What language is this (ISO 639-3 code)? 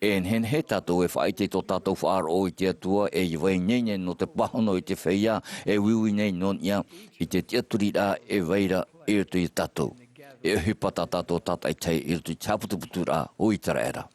tah